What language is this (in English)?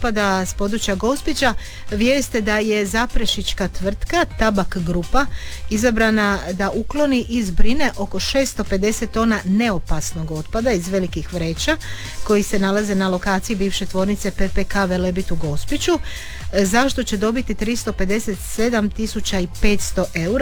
Croatian